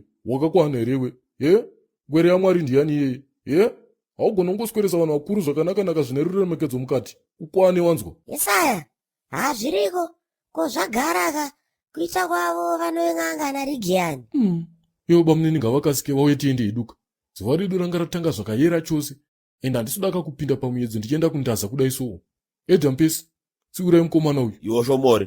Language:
Shona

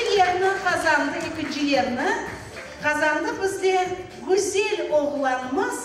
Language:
Crimean Tatar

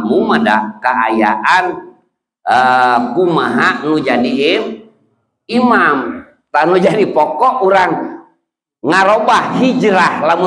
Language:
Sundanese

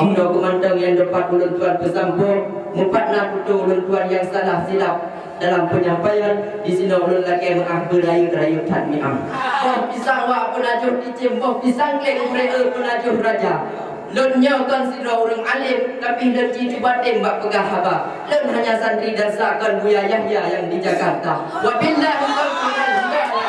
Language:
Achinese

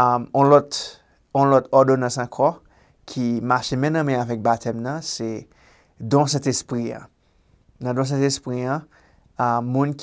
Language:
Haitian Creole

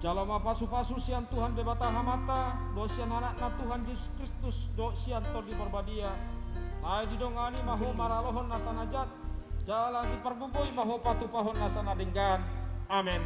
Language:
Batak Toba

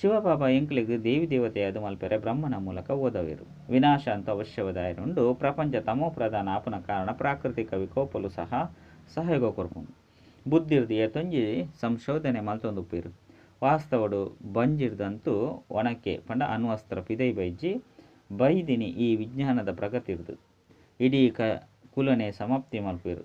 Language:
Tulu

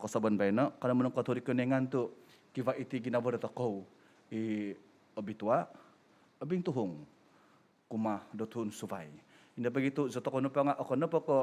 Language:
Central Dusun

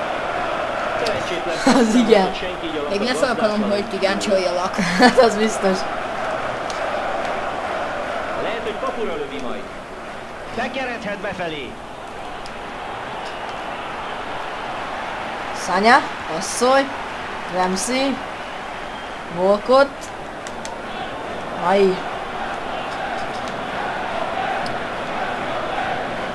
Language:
Hungarian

